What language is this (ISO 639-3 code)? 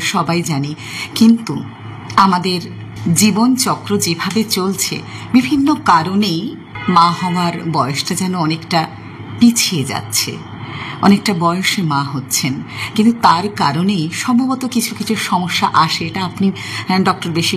ben